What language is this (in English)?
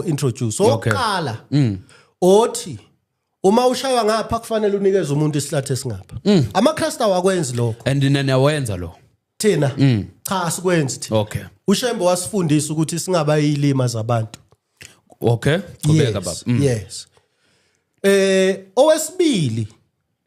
Zulu